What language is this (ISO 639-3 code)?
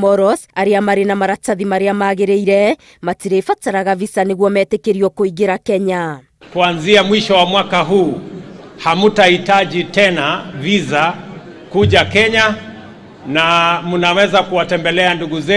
kik